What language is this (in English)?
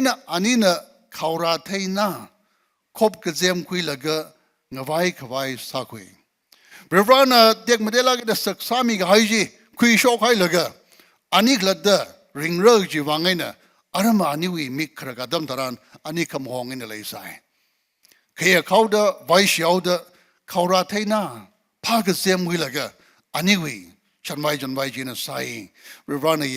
Tangkhul Naga (India)